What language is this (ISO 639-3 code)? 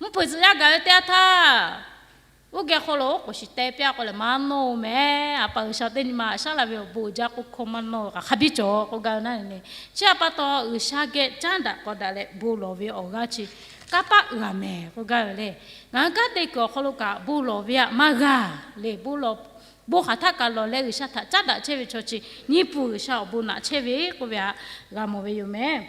lhu